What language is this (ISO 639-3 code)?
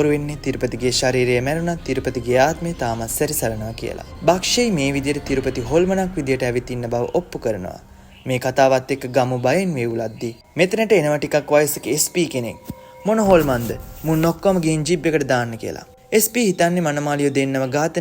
sin